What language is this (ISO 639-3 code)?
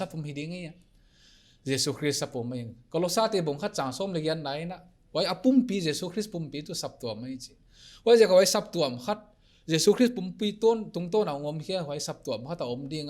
pck